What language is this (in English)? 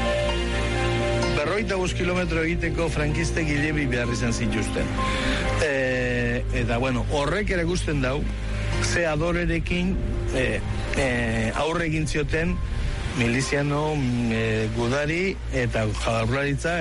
Basque